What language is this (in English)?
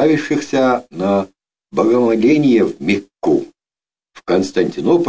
Kazakh